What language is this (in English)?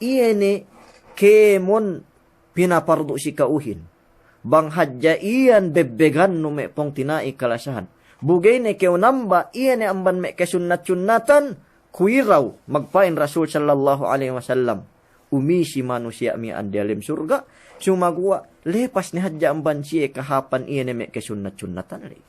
Yakan